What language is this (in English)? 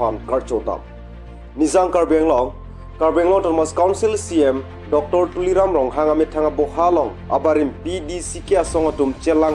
Karbi